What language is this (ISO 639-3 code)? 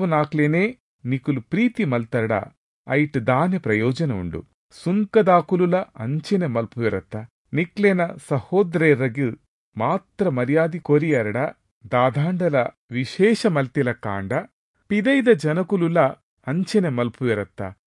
tcy